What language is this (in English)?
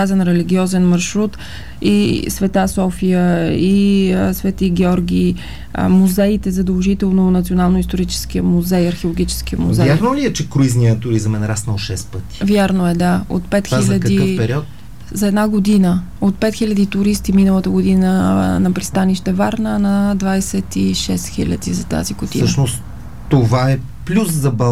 Bulgarian